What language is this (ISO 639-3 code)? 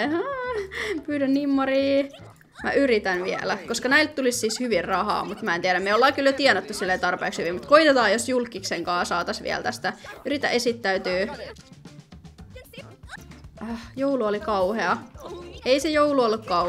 fin